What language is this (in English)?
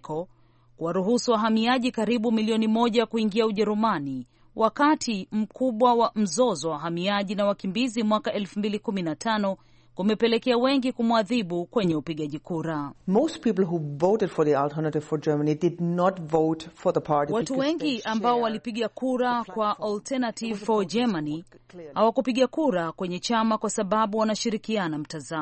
Swahili